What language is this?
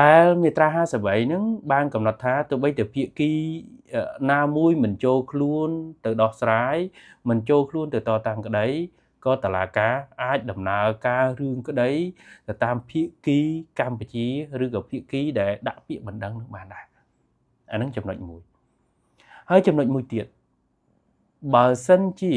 Khmer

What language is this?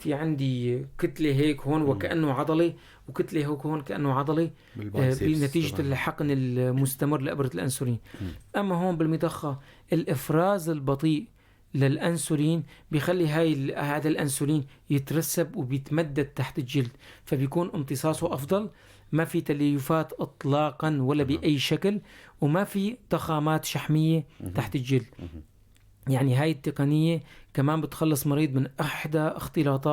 North Levantine Arabic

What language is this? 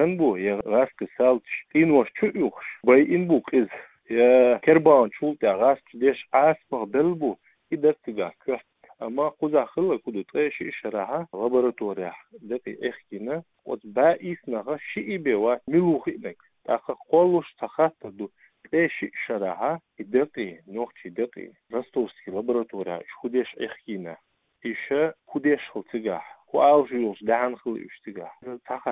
Chechen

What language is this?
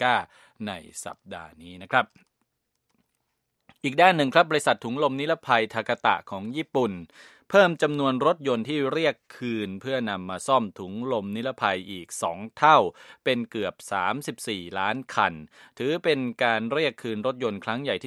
Thai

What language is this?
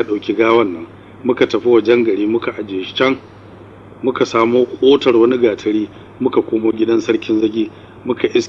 Hausa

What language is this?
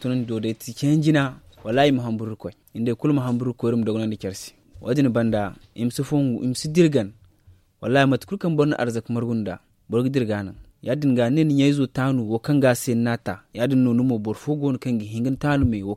Zarma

